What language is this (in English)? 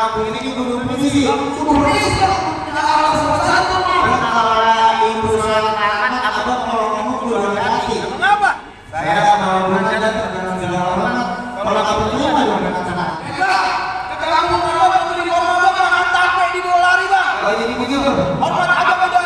Betawi